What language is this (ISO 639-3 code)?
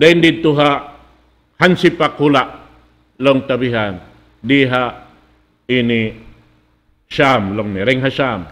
tsg